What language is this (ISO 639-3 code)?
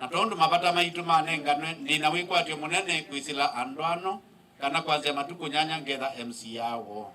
kam